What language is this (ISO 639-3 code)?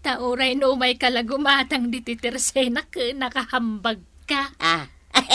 ilo